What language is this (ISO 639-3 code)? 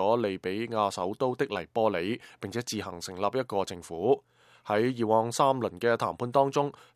yue